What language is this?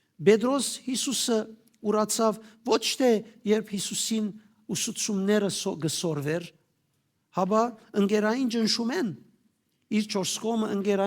Western Armenian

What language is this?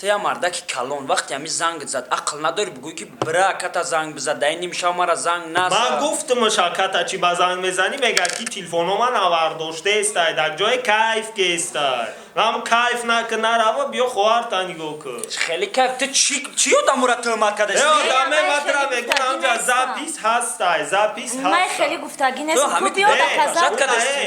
Tajik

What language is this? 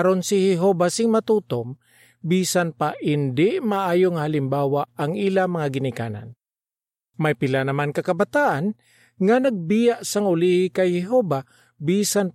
Hiligaynon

